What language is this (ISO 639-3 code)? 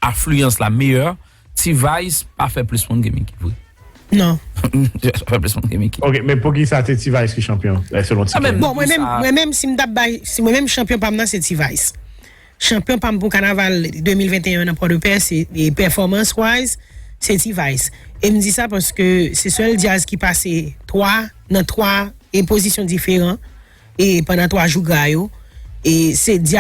hat